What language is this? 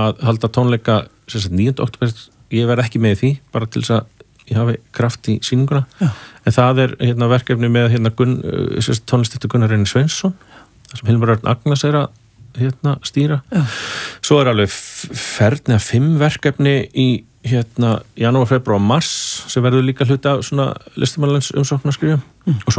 Icelandic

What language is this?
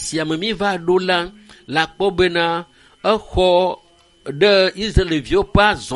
Ewe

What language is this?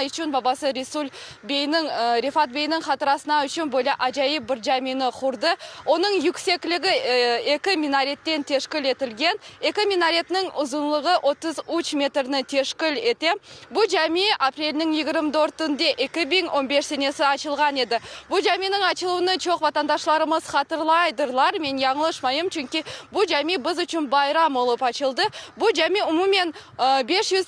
Crimean Tatar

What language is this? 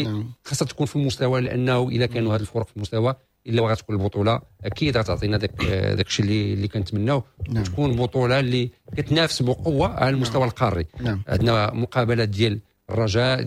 Moroccan Arabic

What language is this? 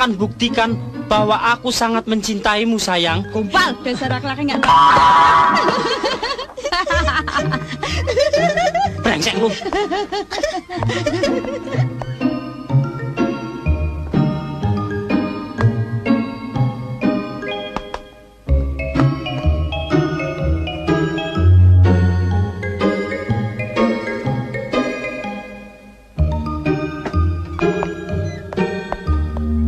Indonesian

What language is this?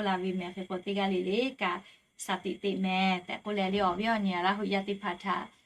Lahu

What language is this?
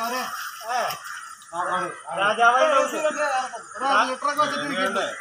Malayalam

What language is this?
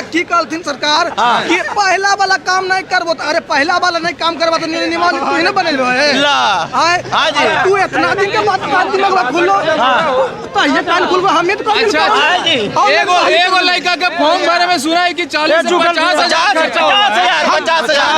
Magahi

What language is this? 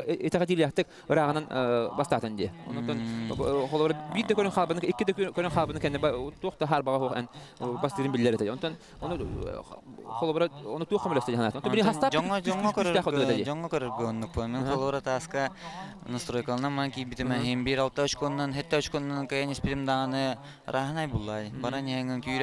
Yakut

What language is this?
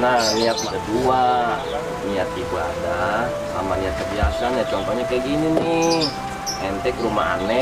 Betawi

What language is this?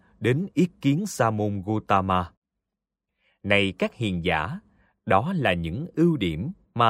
Vietnamese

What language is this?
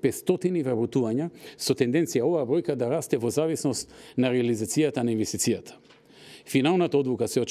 Macedonian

